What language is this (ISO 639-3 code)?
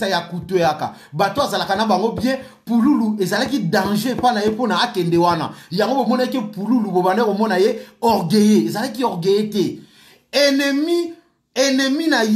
lin